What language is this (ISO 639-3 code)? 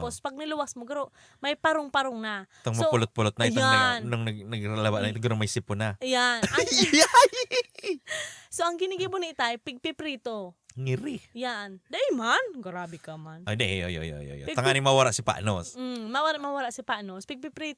bik